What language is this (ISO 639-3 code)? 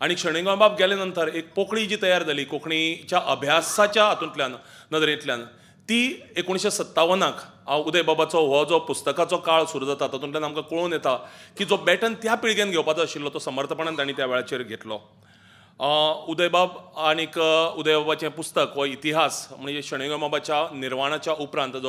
kok